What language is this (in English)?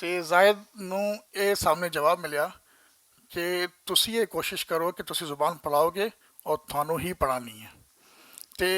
Western Panjabi